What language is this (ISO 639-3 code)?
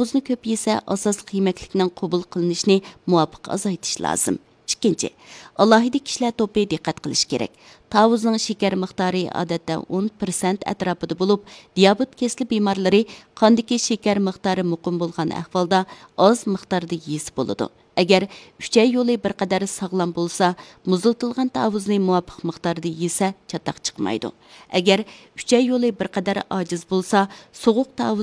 uig